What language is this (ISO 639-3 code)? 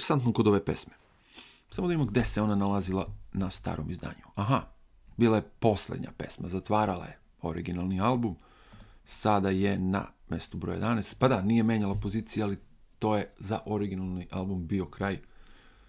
srp